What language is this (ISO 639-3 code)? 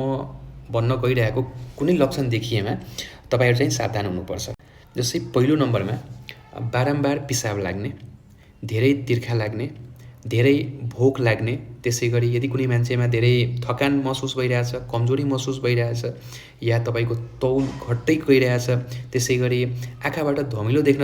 nep